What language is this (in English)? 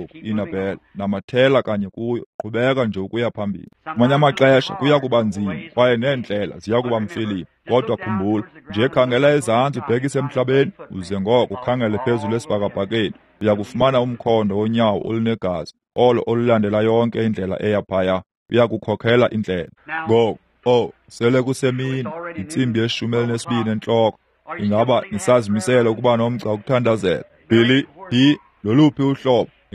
Xhosa